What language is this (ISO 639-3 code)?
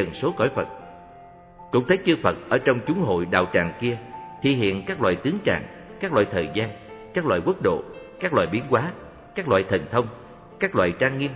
vie